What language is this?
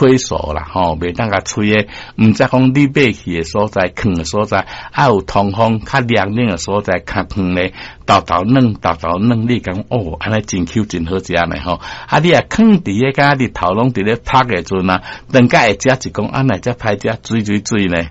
Min Nan Chinese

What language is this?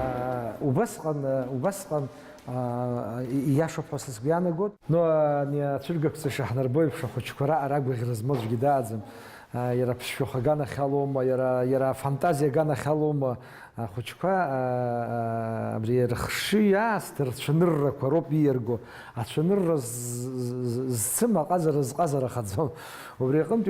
Abkhazian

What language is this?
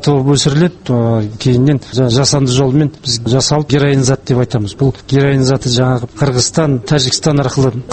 Kazakh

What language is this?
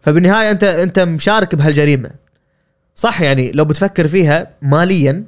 Gulf Arabic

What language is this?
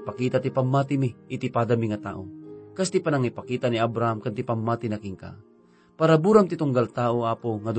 Iloko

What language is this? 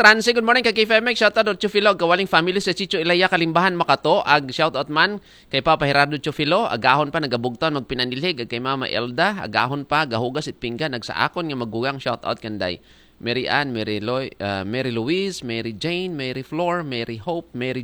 Aklanon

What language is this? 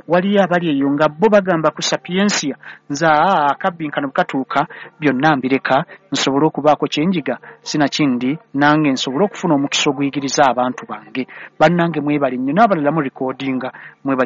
Ganda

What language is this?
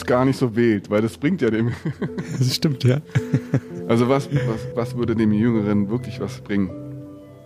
German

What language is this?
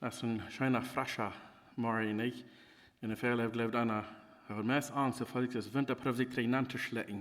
Plautdietsch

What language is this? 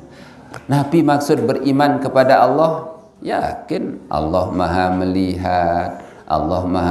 Sasak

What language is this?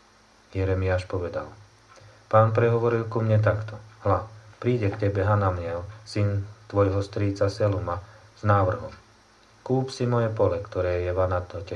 Slovak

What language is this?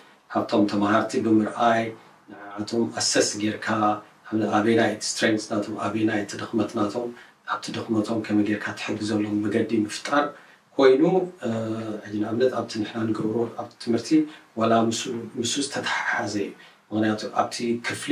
Tigrinya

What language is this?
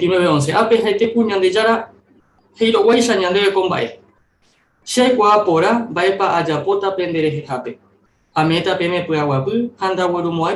Guarani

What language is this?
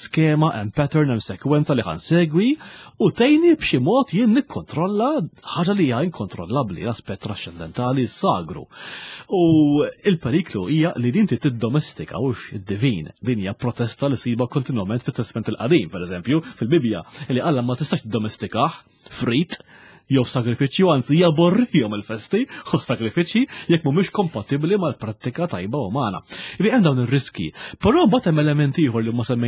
Maltese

